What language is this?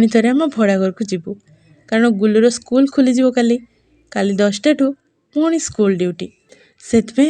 Odia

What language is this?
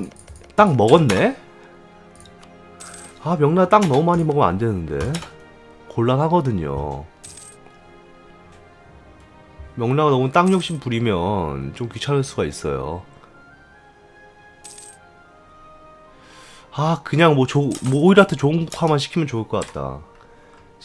Korean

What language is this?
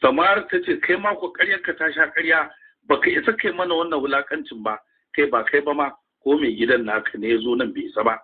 Hausa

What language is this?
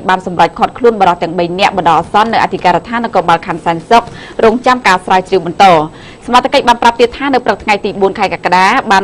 Khmer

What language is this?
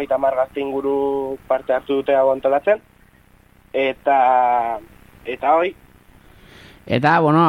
Basque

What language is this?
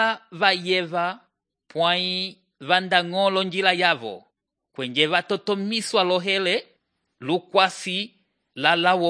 Umbundu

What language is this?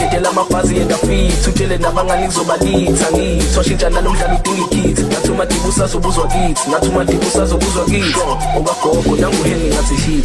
Zulu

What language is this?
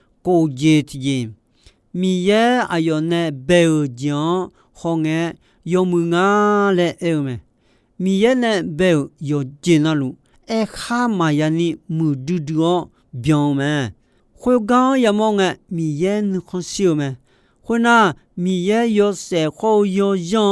Akha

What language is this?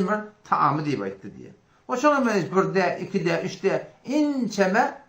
Turkmen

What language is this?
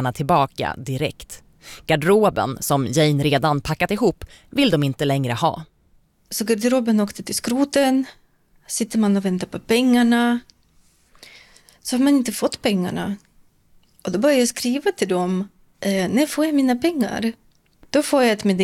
Swedish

